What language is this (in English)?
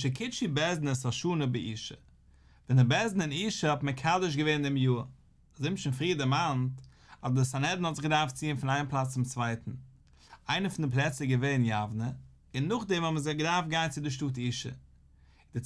Yiddish